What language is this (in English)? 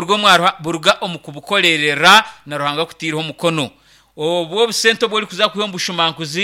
Nyankole